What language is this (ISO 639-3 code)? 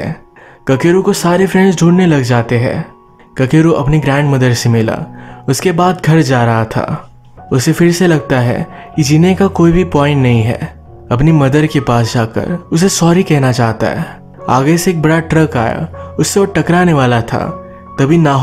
hin